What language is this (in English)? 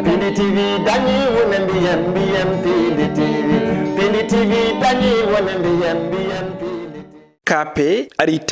Fula